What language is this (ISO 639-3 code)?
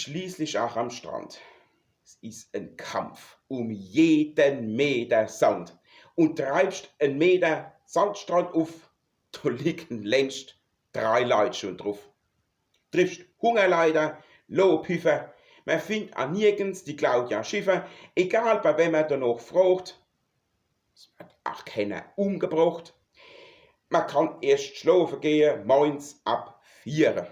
pfl